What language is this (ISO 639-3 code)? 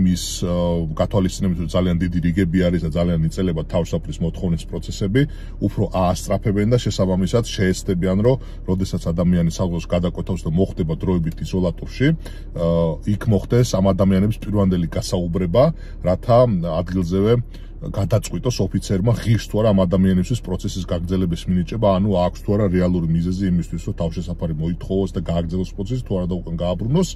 kat